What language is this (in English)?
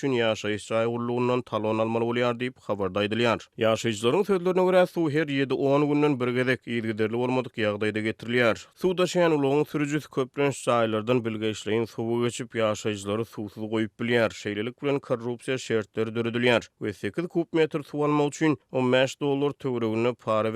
Turkmen